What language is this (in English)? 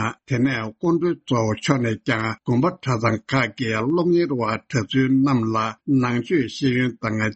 Tibetan